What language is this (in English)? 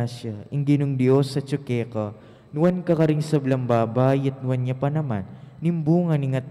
Pampanga